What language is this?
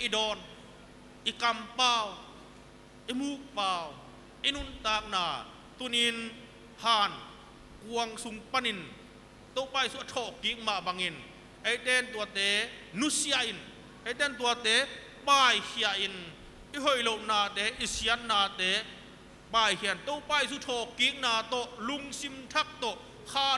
Tedim Chin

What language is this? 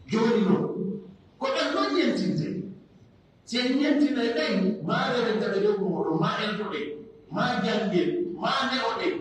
Pular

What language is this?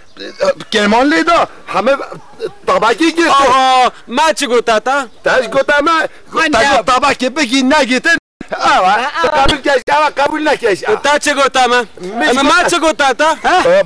Kurdish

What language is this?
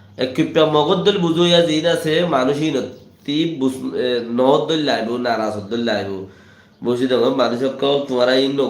Rohingya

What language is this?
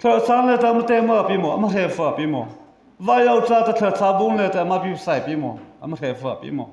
Mara Chin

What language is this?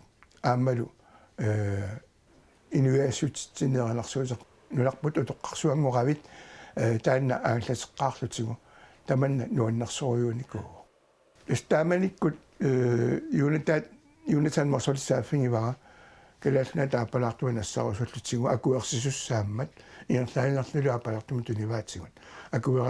Kalaallisut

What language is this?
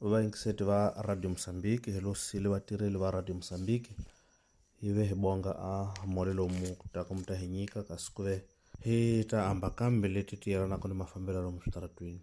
Tsonga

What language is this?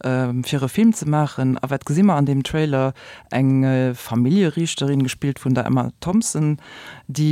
Luxembourgish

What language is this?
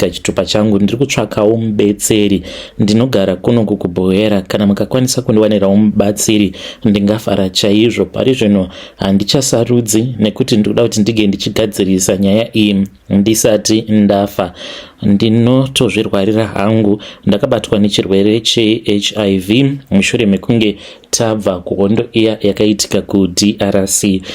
Shona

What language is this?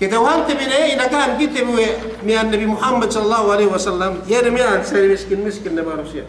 Yakan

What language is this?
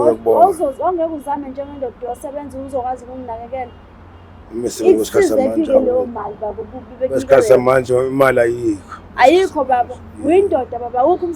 Zulu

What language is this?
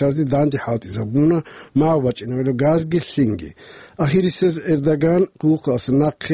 Avaric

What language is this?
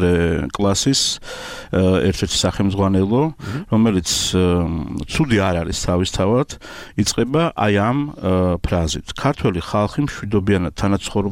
Georgian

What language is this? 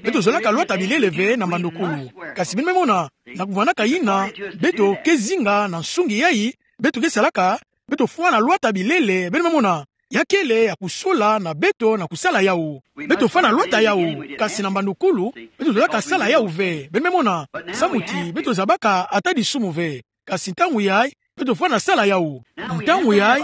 Kituba (Democratic Republic of Congo)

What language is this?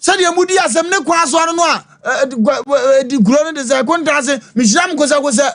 Akan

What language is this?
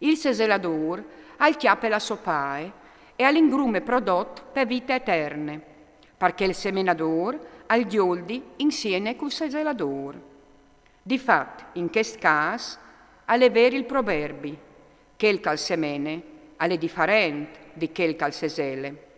Friulian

